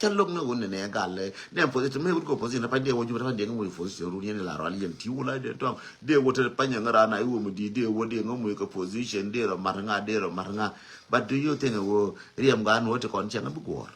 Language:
Nuer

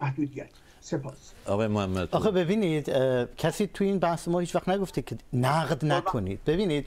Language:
Persian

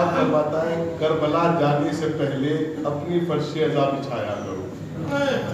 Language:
Urdu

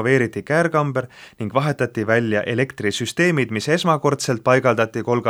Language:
Estonian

